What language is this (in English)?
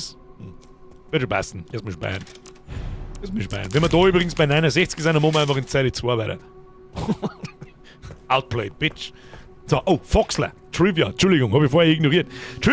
Bavarian